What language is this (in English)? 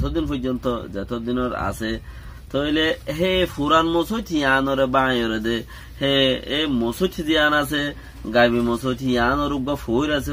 Rohingya